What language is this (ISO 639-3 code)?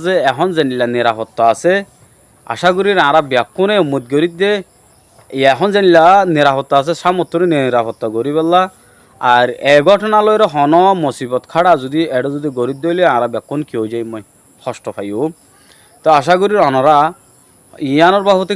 rhg